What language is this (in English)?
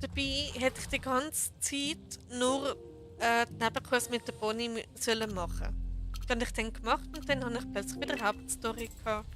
Swiss German